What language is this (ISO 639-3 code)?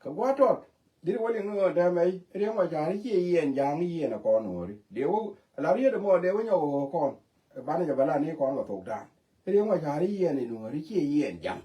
nus